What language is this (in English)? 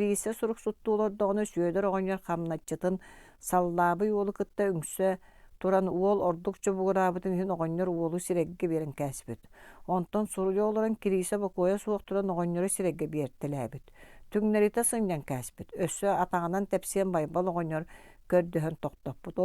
Yakut